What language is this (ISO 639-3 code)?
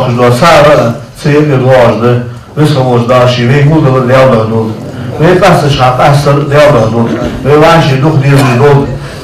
inh